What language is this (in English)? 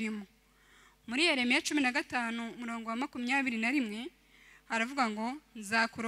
Kinyarwanda